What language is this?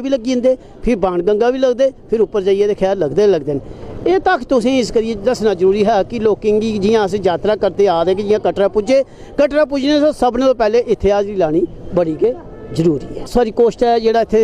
Dogri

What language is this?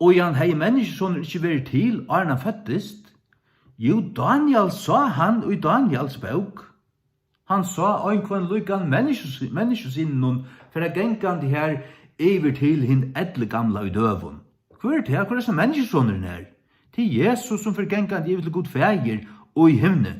Faroese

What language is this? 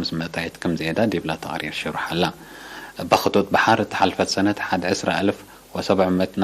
Tigre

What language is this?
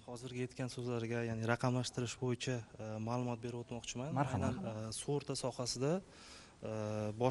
Uzbek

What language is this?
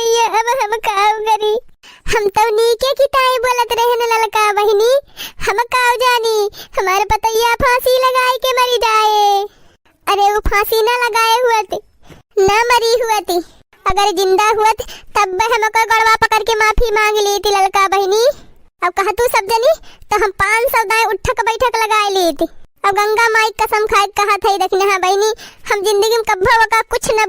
Awadhi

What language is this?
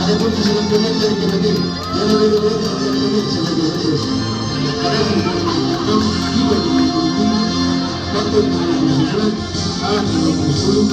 Ambonese Malay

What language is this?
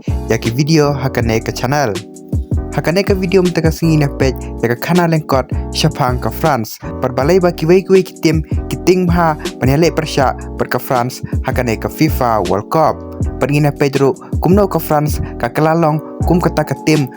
Khasi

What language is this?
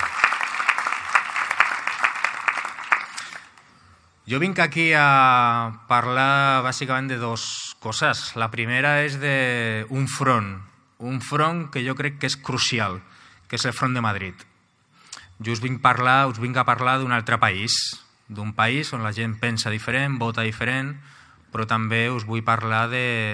Catalan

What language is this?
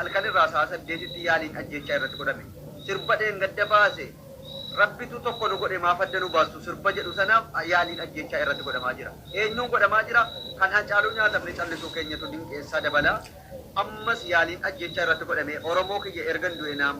Oromo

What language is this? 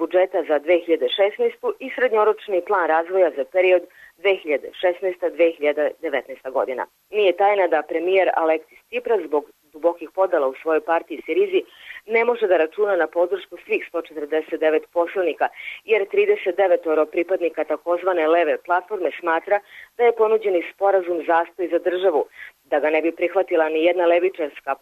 Serbian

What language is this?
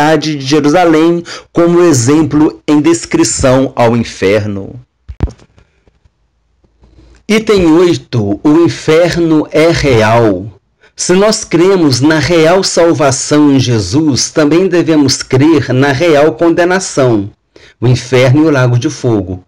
Portuguese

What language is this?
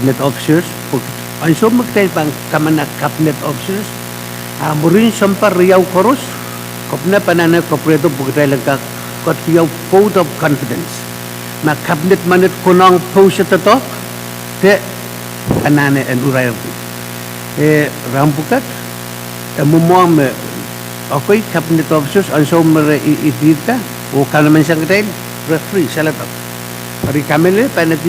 Pohnpeian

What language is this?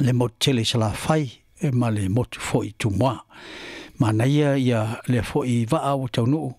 Samoan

